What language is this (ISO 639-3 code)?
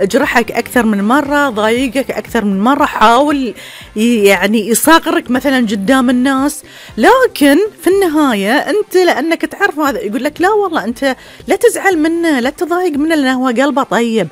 afb